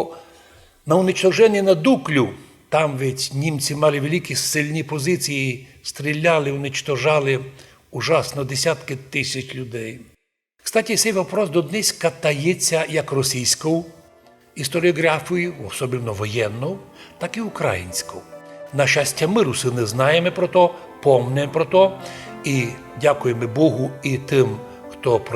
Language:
Rusyn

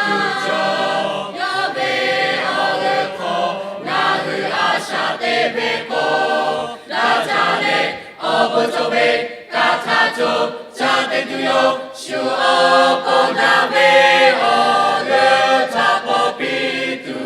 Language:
Lahu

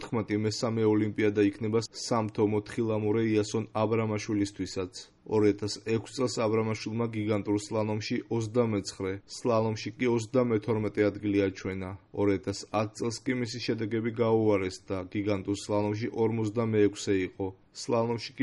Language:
Georgian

